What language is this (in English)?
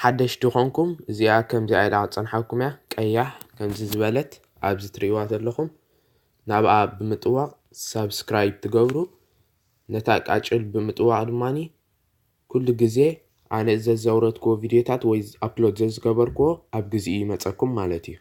Tigrinya